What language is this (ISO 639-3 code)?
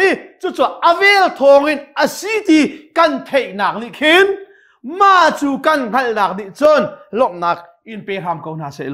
cnh